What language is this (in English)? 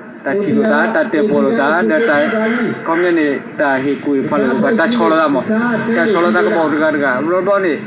S'gaw Karen